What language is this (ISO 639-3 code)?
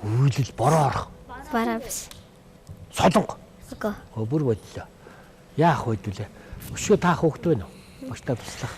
mon